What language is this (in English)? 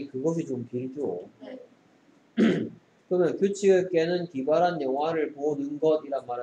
Korean